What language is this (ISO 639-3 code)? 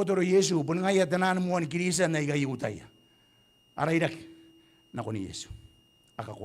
gil